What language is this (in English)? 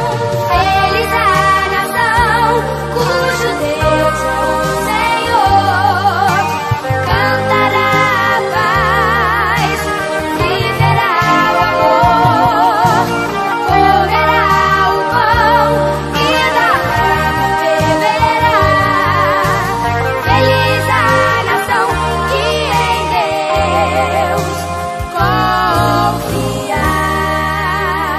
Portuguese